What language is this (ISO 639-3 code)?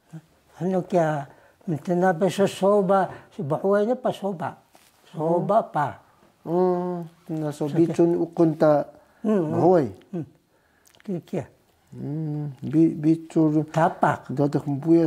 trv